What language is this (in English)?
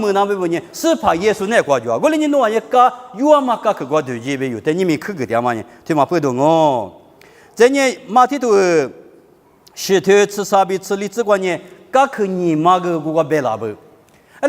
Lisu